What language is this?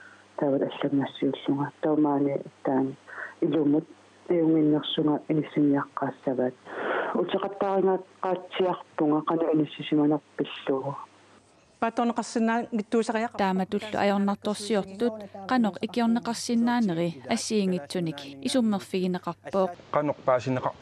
Kalaallisut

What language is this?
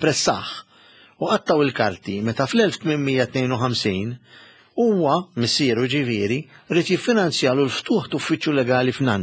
Maltese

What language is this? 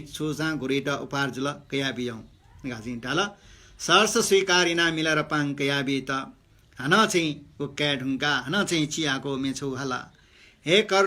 Newari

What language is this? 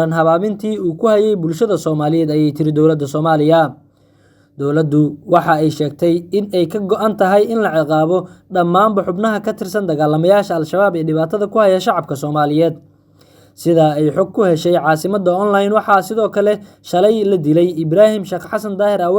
Somali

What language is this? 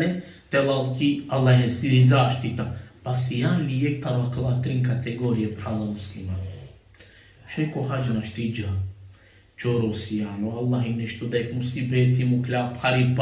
Balkan Romani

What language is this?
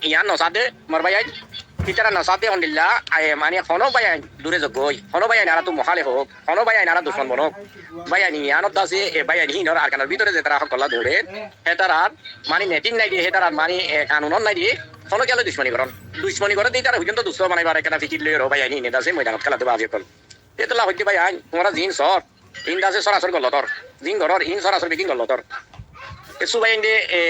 Rohingya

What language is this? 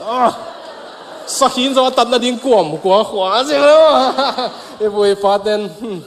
Tedim Chin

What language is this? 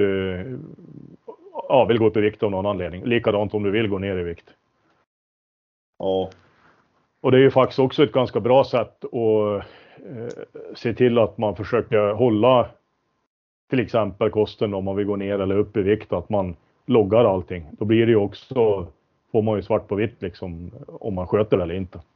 Swedish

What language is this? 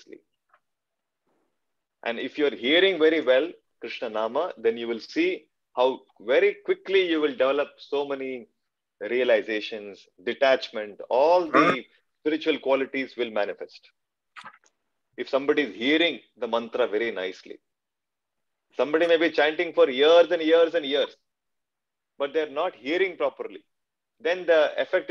English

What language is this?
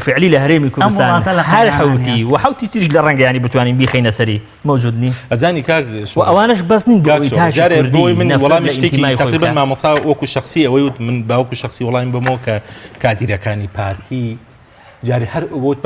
Central Kurdish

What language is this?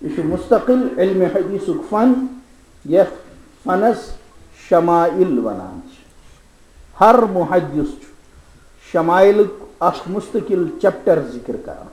Kashmiri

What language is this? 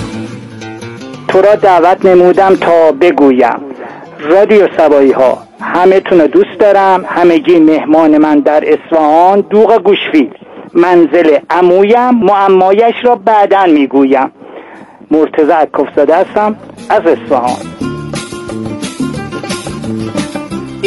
Persian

